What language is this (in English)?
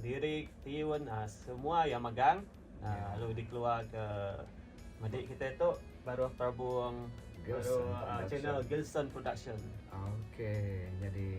Iban